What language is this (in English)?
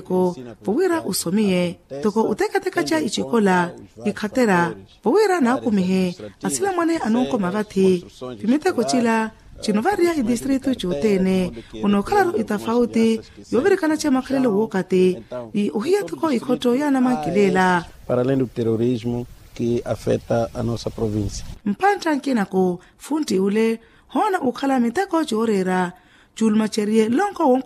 Makhuwa